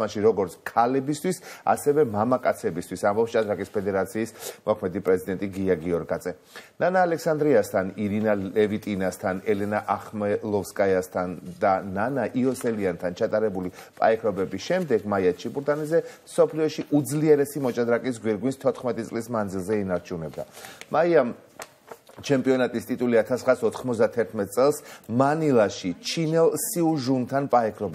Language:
Georgian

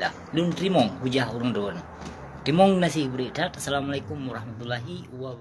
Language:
Achinese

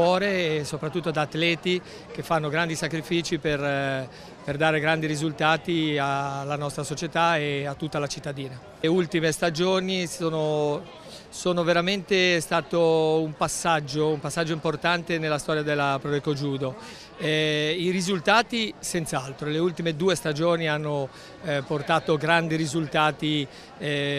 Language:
Italian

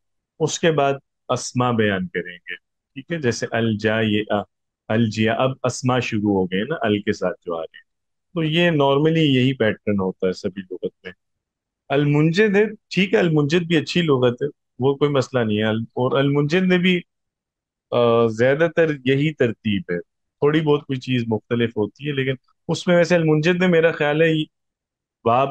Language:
Urdu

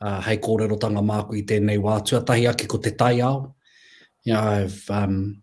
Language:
Māori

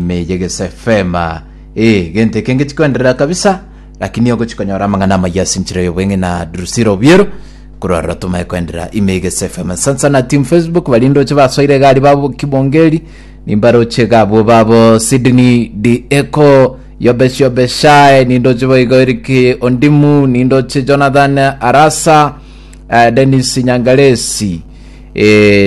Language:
Gusii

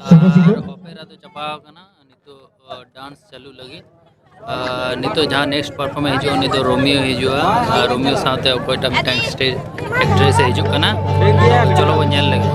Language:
Santali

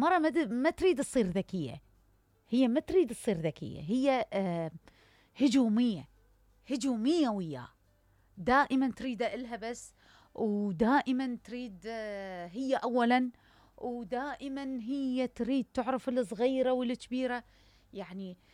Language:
Mesopotamian Arabic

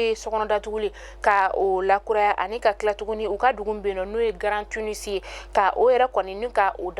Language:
Bambara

